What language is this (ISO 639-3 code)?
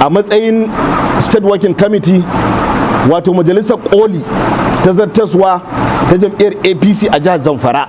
hau